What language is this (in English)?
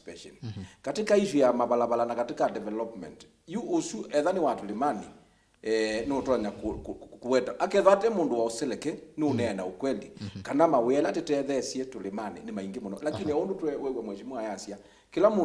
Kamba